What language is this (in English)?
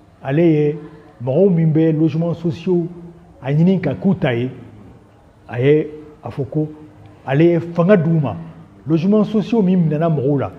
Bambara